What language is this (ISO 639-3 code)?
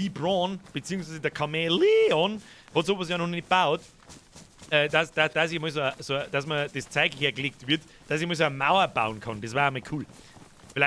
bar